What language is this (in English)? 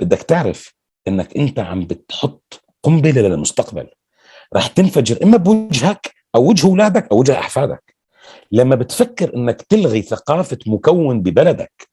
North Levantine Arabic